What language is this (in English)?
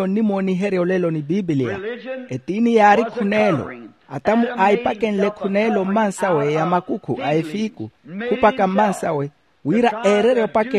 Makhuwa